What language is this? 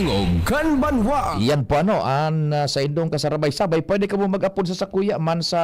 Bikol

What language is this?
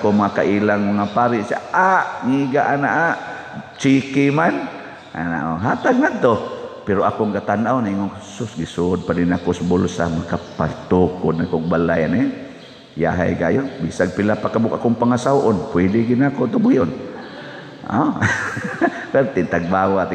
Cebuano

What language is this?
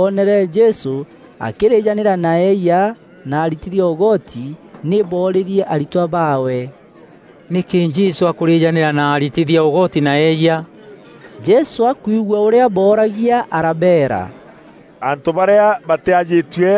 Meru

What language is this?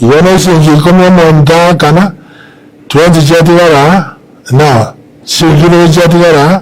Gusii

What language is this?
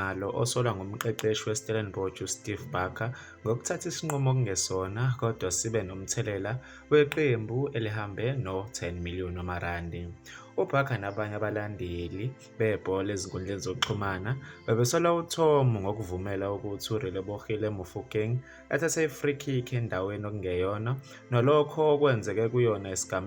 Zulu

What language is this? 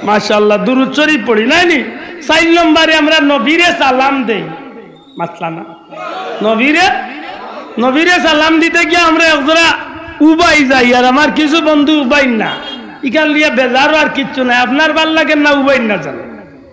Sylheti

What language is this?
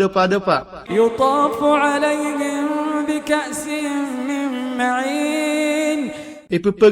Maranao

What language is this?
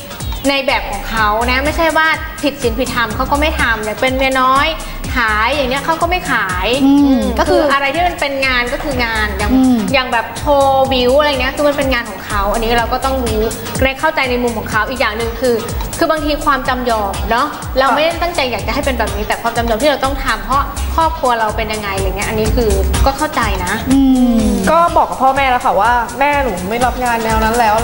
Thai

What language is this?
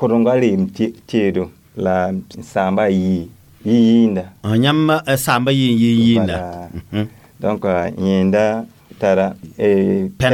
Mossi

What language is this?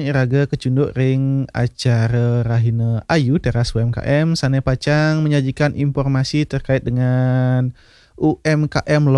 Balinese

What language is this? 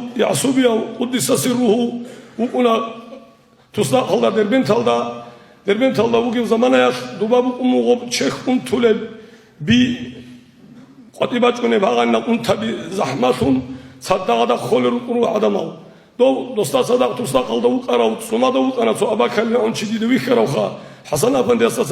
Avaric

